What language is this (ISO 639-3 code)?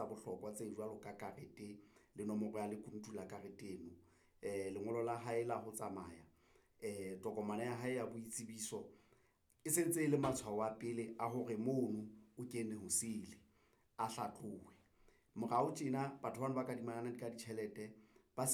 sot